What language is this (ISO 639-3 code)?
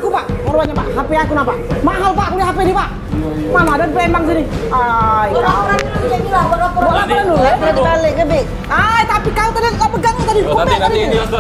mui